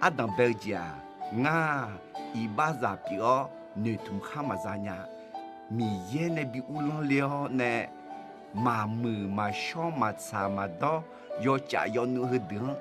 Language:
Akha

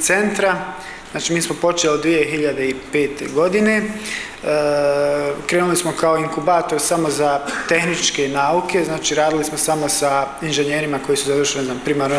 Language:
Serbian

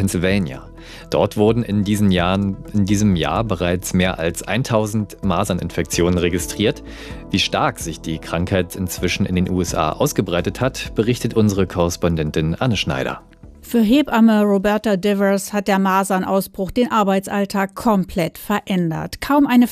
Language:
German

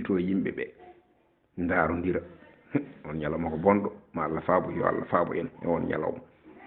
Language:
Fula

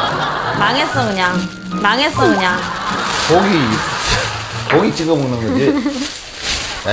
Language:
Korean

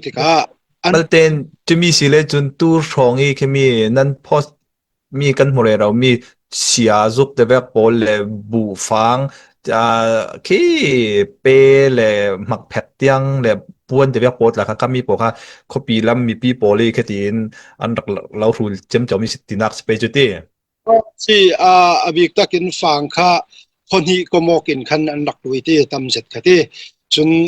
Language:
Falam Chin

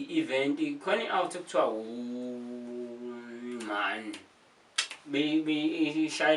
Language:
Zulu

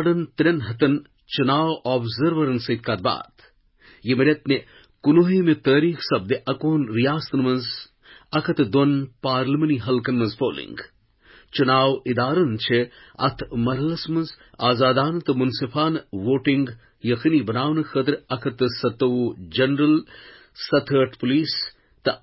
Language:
Kashmiri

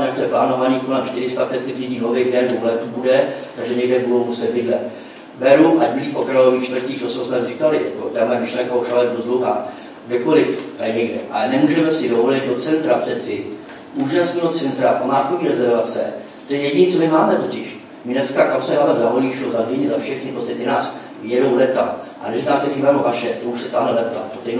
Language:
Czech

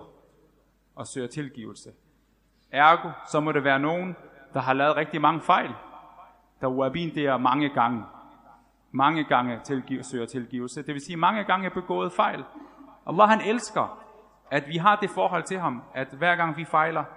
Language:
Danish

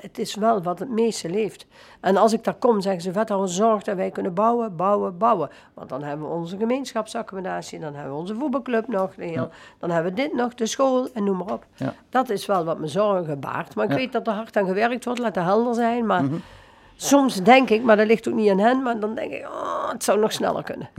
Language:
Dutch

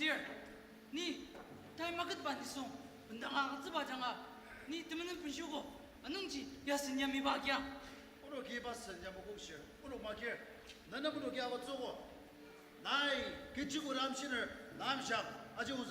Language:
Ao Naga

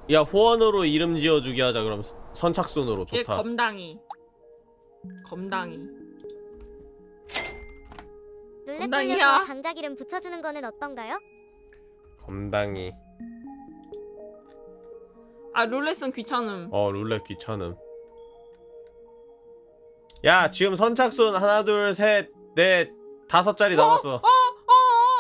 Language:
Korean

